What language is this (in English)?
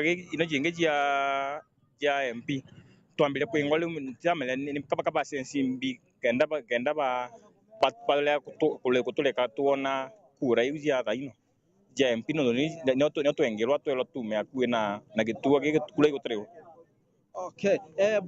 Meru